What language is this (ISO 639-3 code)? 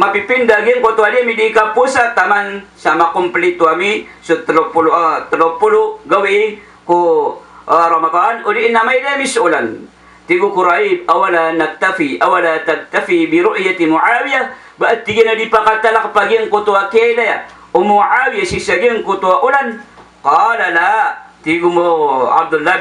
mrw